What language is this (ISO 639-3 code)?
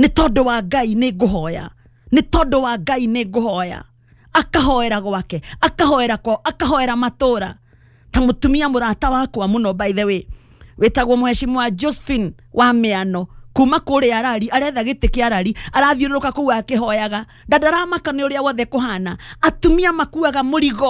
kik